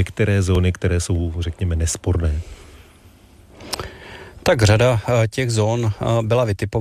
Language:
Czech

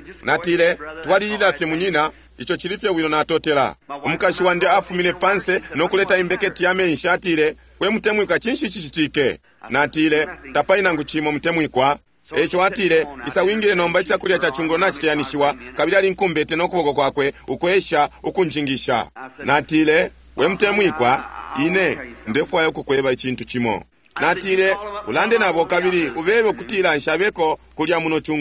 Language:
Bemba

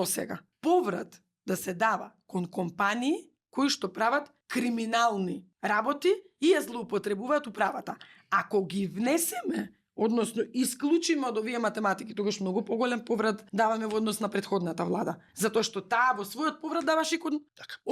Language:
Macedonian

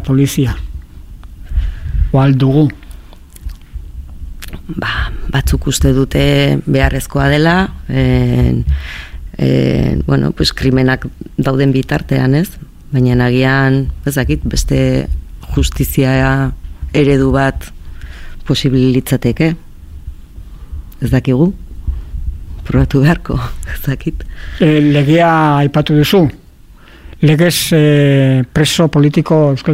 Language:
Basque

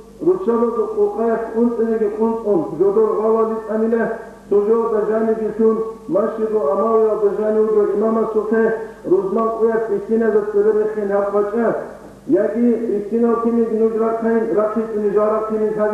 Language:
Avaric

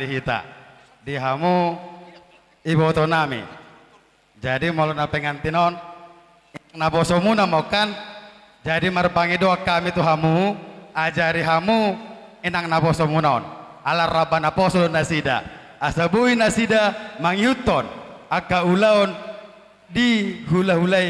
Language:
Batak Toba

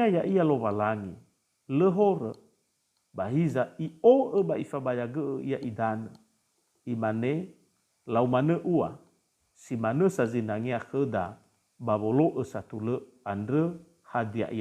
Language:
Nias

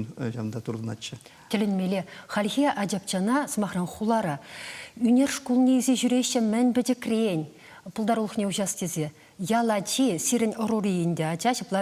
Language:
Chuvash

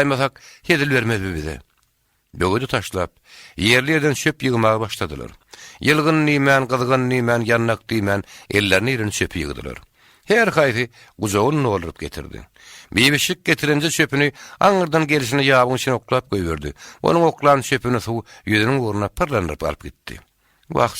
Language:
Turkmen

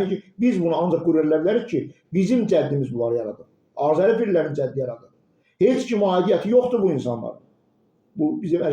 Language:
Azerbaijani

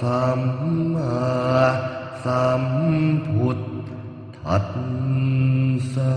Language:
Pali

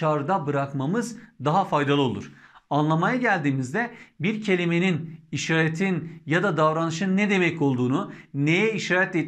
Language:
Turkish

